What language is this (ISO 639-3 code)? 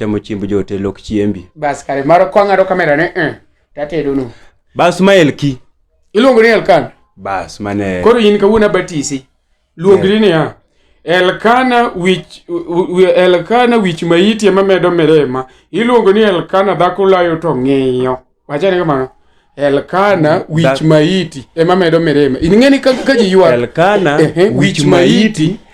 luo